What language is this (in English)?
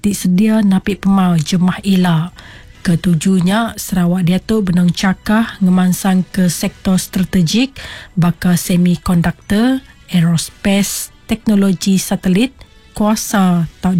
Iban